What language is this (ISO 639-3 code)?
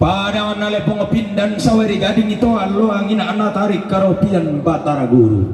sda